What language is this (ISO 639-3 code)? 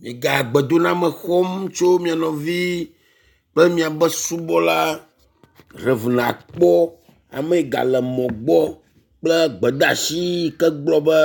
ewe